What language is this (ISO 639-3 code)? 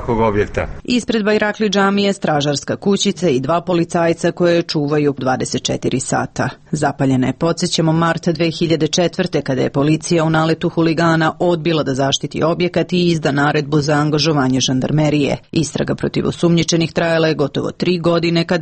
srp